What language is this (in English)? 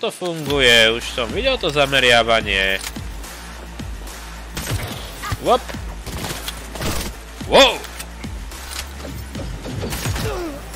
Slovak